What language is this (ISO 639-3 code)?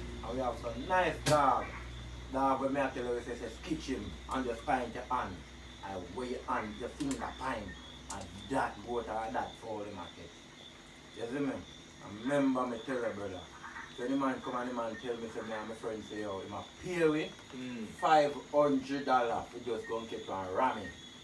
jam